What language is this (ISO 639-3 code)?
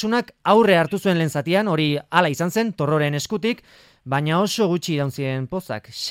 eus